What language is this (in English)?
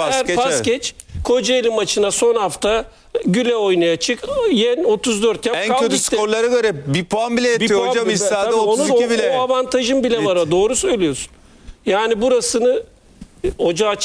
Turkish